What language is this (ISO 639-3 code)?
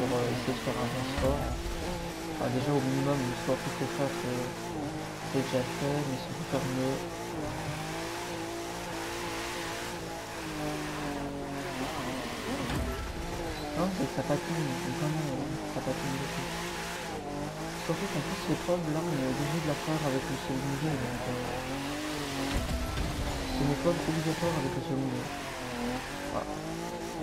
fra